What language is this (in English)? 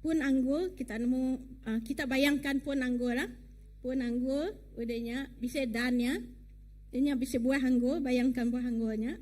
Iban